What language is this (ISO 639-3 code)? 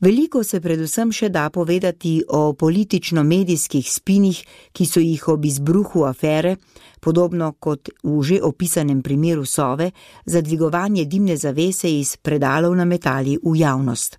slv